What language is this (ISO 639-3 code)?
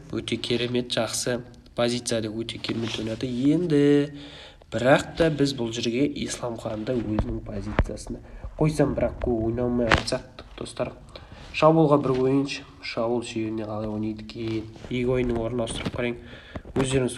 kaz